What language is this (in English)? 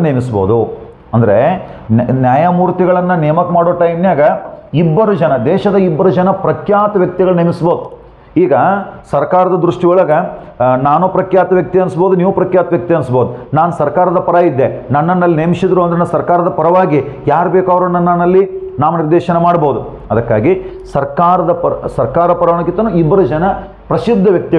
Kannada